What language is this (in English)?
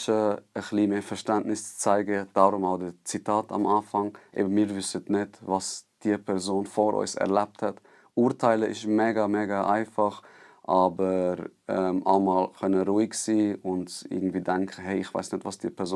Swiss German